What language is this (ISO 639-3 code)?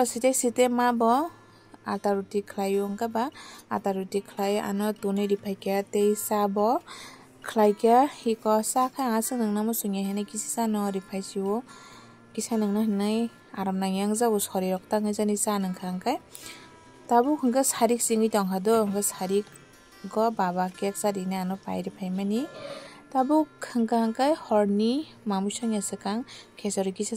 trp